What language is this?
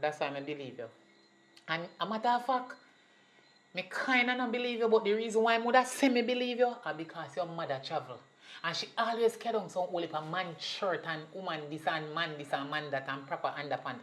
Jamaican Creole English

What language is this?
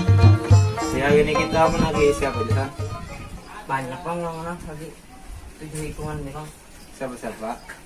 Banjar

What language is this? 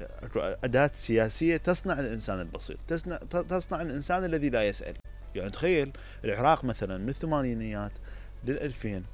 Mesopotamian Arabic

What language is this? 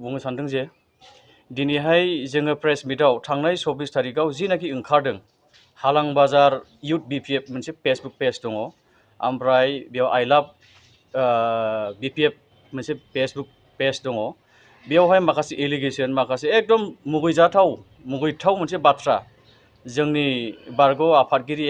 Bodo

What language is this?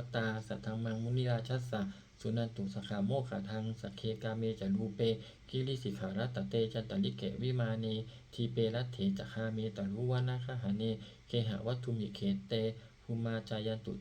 Pali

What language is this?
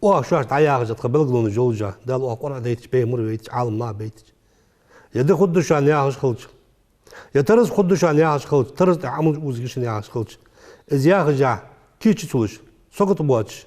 Ingush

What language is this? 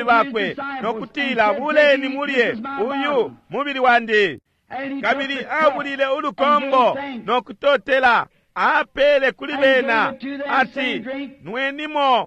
Bemba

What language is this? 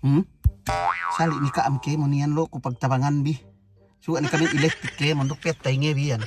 Yakan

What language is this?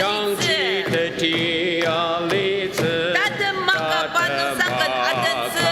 Ao Naga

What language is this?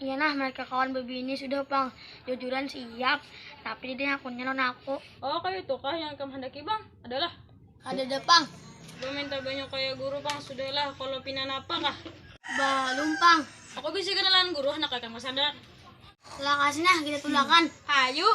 Banjar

